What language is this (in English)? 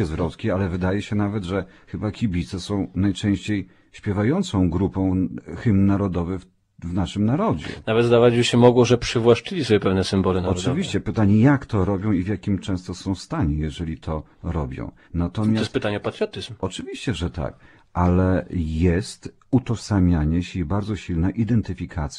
Polish